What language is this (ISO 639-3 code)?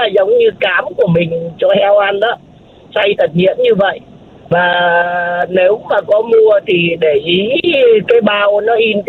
vie